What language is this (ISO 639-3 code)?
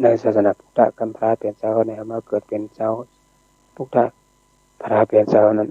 shn